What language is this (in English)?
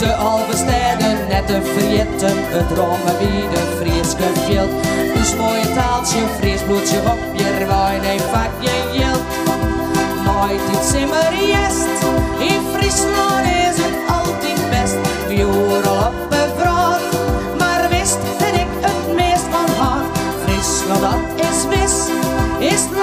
Western Frisian